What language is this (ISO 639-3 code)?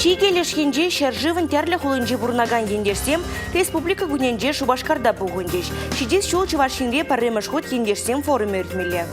chv